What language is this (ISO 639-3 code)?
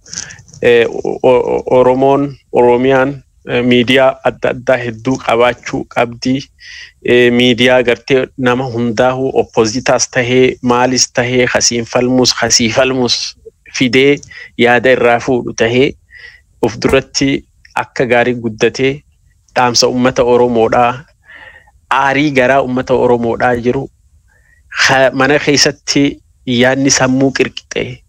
orm